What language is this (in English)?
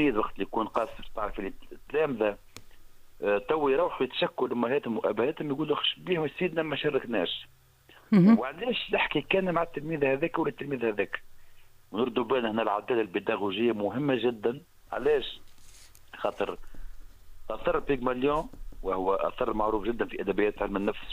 Tunisian Arabic